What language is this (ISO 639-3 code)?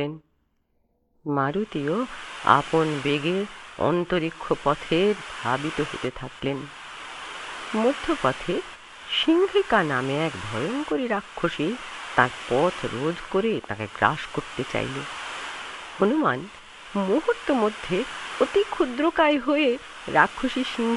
ben